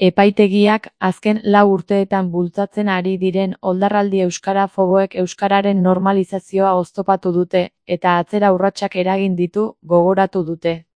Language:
Basque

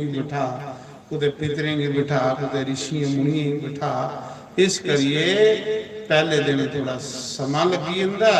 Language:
Dogri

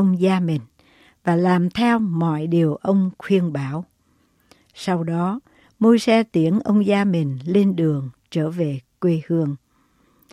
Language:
Vietnamese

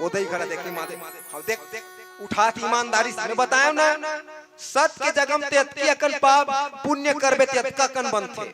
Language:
Chhattisgarhi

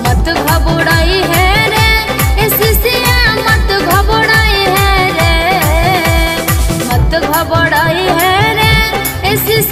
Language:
Bhojpuri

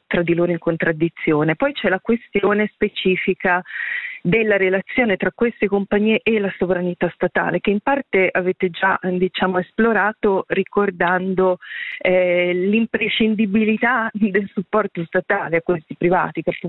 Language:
Italian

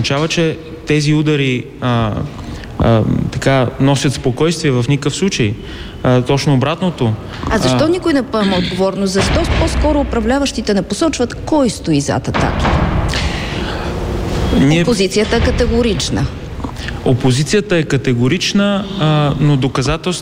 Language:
Bulgarian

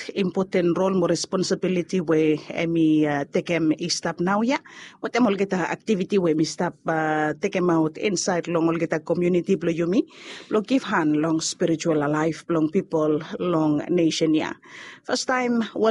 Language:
Bislama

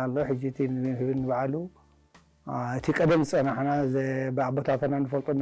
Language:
Tigrinya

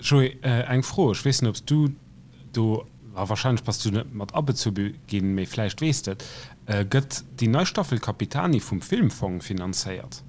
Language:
Luxembourgish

